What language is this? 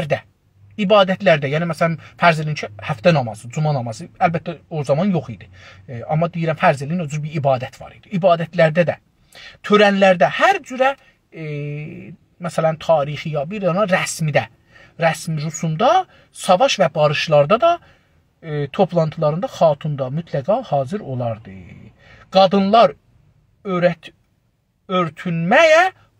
South Azerbaijani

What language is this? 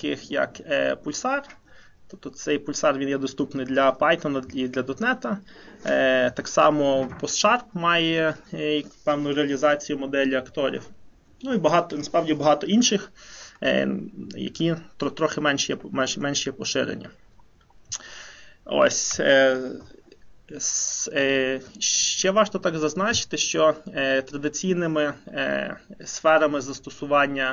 Ukrainian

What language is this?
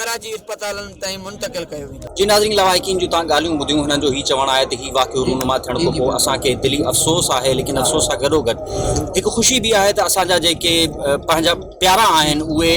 Sindhi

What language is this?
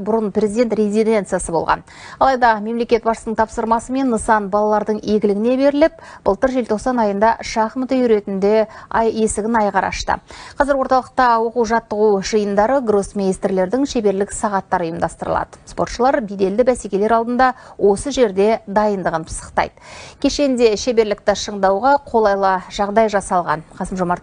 Kazakh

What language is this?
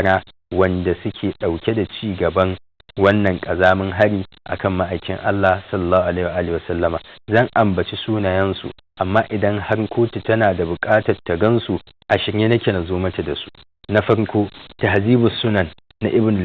Hausa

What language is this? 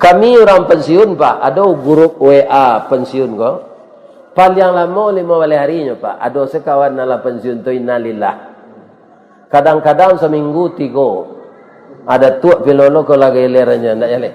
Minangkabau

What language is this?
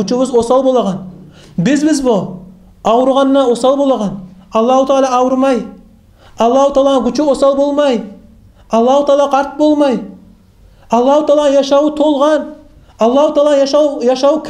Kumyk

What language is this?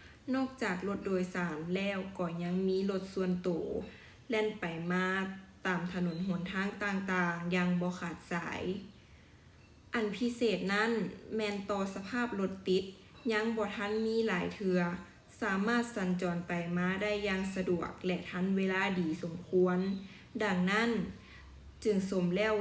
Lao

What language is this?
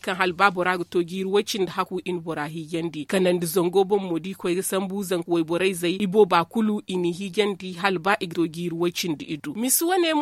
Zarma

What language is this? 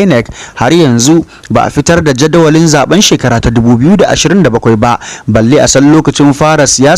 Hausa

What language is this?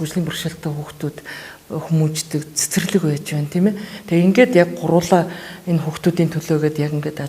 Mongolian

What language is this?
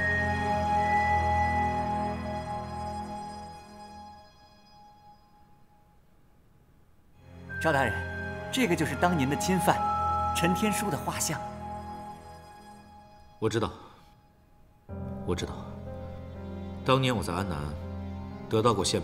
Chinese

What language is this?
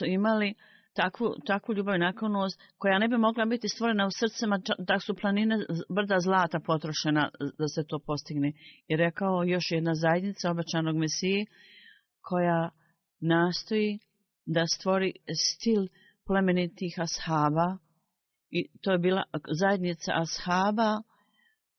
Bosnian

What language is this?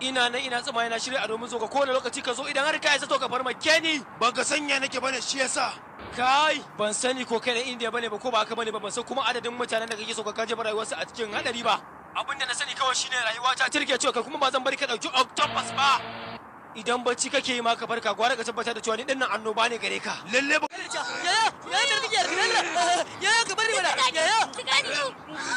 Hausa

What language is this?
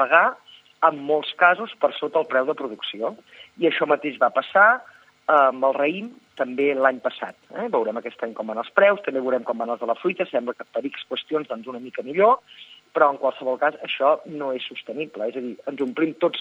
Catalan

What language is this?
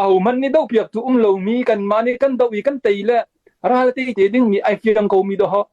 Hakha Chin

